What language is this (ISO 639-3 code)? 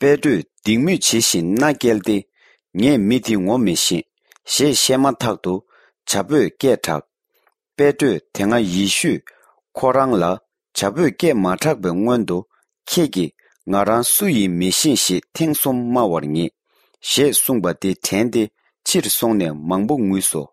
bod